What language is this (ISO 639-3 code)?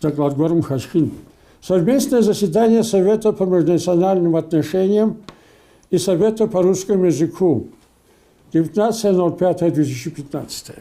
kbd